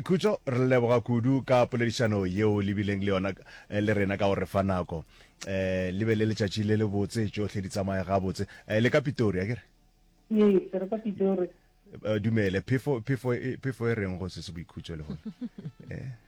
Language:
Northern Sotho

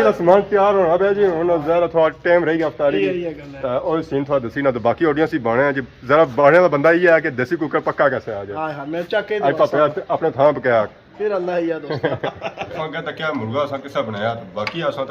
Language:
Pahari-Potwari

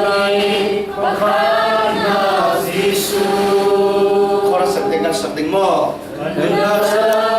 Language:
Falam Chin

